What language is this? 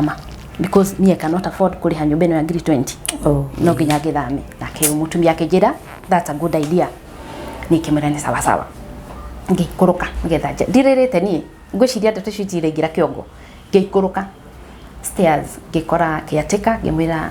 Kikuyu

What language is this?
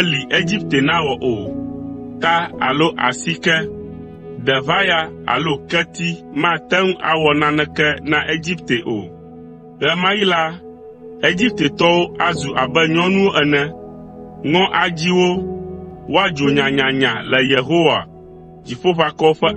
Ewe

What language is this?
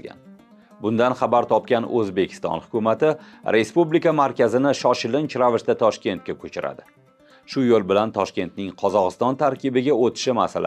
Uzbek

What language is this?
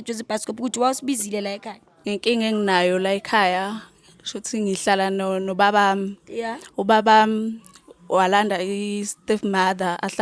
Zulu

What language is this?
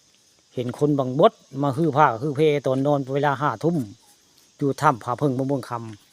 Northeastern Thai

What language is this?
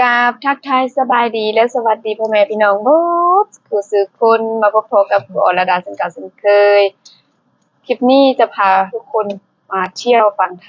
Lao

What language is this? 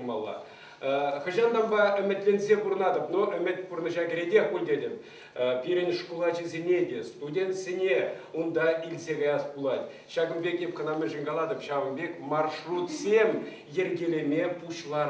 Chuvash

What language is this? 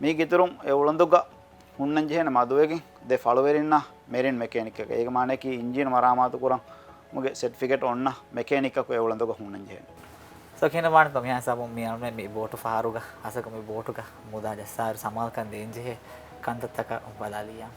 Divehi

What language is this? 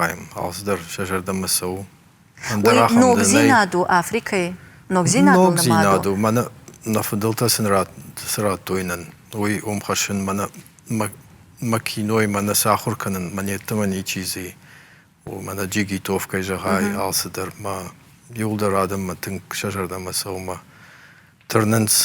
Ossetic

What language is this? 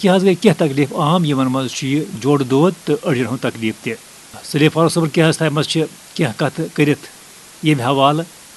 Kashmiri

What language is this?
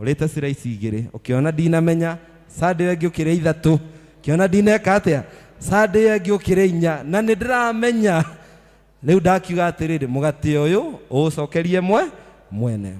Kikuyu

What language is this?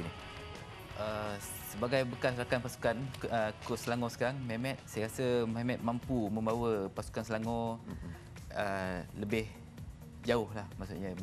Malay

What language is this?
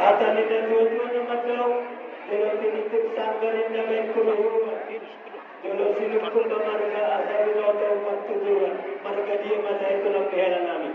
Batak Toba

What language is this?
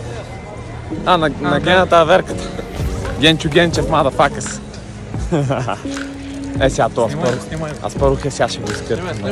Bulgarian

